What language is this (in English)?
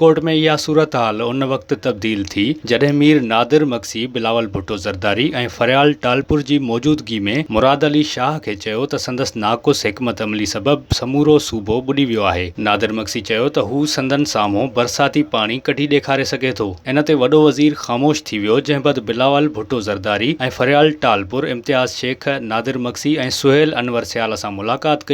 Sindhi